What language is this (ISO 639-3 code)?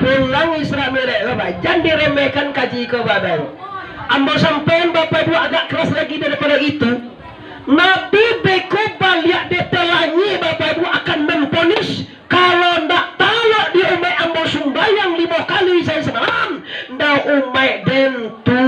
min